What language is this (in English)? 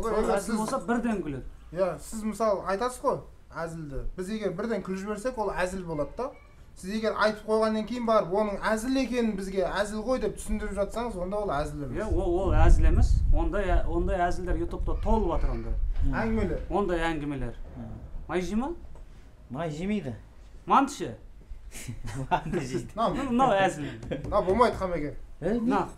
Kazakh